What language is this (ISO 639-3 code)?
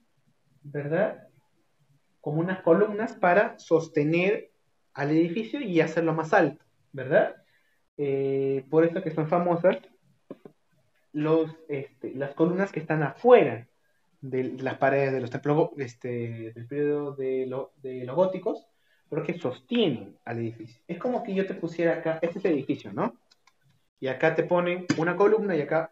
spa